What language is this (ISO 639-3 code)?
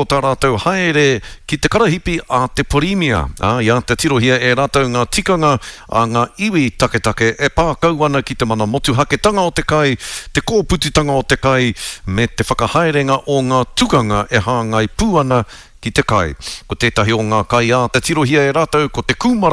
mri